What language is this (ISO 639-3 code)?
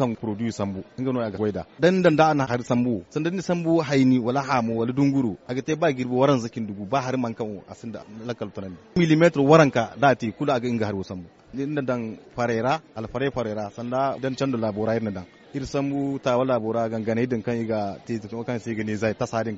dje